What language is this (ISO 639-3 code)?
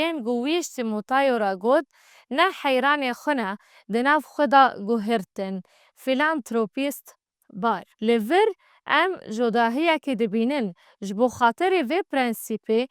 kur